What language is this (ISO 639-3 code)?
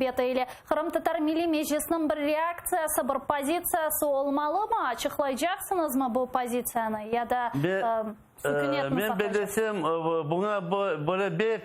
crh